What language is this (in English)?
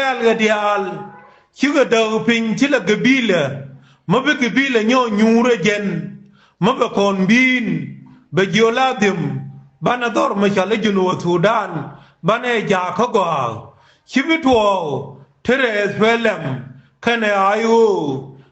Nuer